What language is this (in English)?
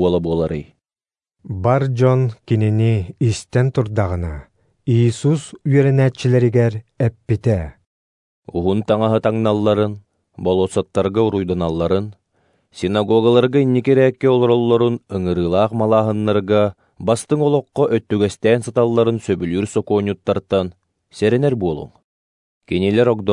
Yakut